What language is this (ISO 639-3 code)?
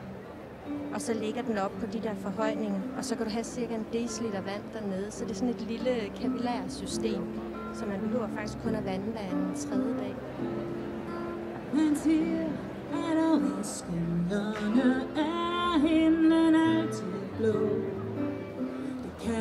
dan